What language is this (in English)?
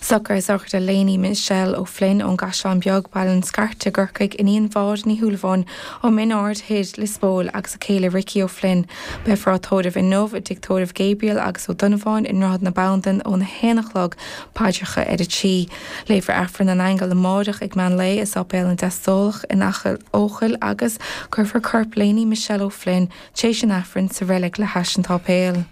Irish